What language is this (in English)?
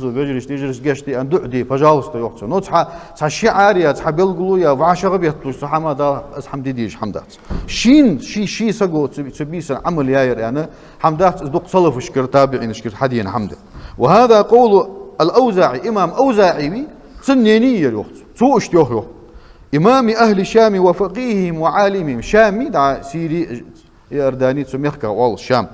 Ingush